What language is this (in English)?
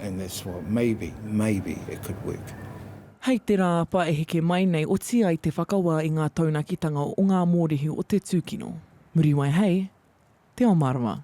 Māori